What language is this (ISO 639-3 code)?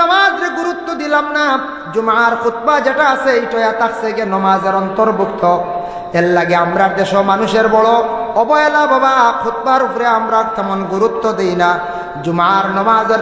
syl